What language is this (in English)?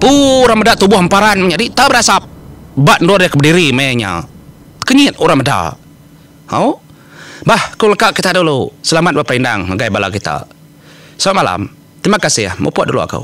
Iban